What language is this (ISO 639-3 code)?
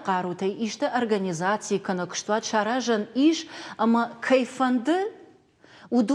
oss